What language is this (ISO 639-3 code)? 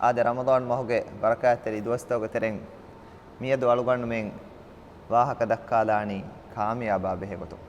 div